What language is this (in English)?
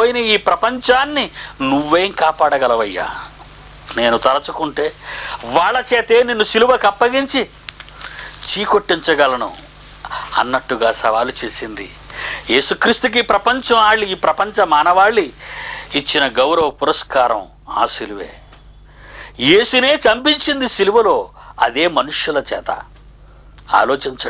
Telugu